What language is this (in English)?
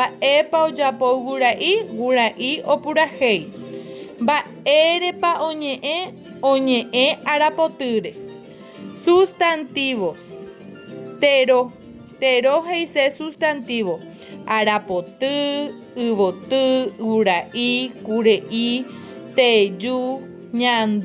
Guarani